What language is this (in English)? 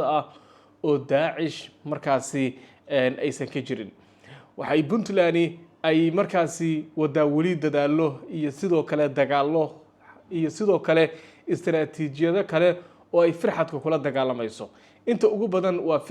Somali